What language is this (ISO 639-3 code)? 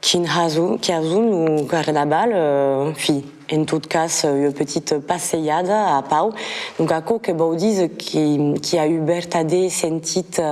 oci